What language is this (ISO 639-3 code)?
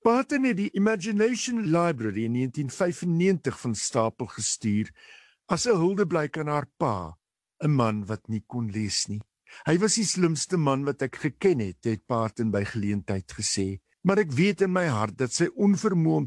afr